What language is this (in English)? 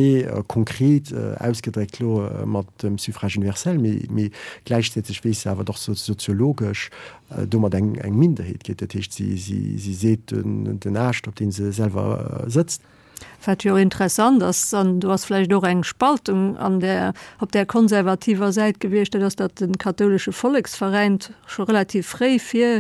Luxembourgish